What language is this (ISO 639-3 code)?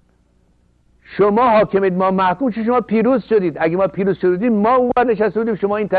fas